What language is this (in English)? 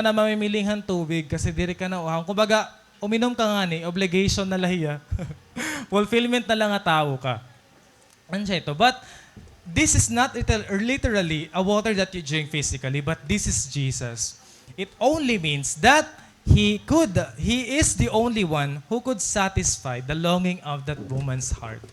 Waray